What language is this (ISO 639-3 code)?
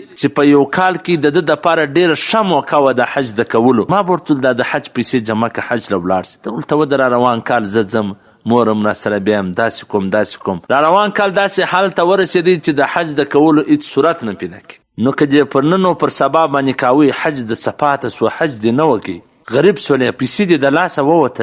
pus